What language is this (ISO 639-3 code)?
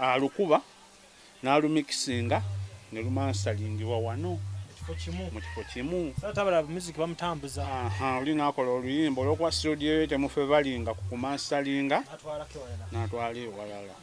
lug